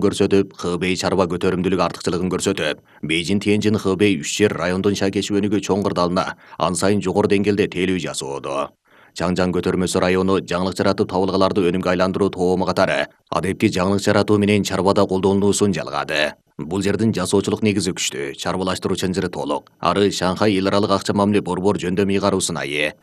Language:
Kyrgyz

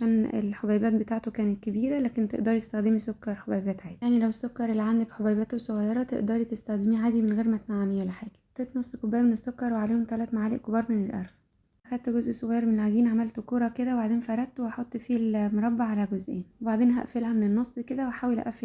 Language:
Egyptian Arabic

